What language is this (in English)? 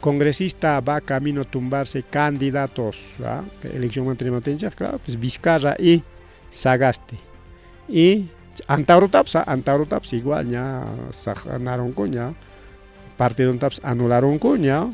Ayacucho Quechua